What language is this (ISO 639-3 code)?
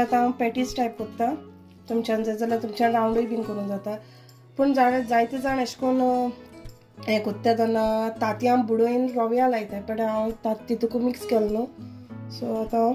kok